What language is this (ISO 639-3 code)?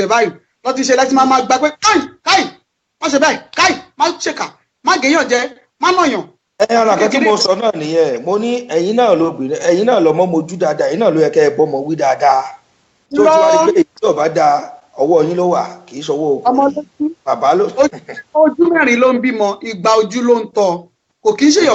yor